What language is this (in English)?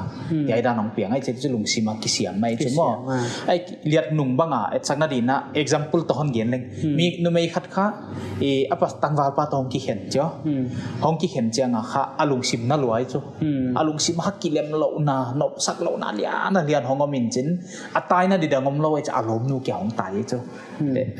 Paite Chin